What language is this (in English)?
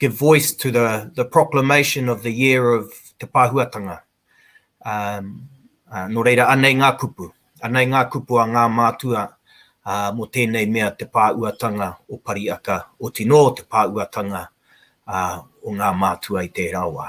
Māori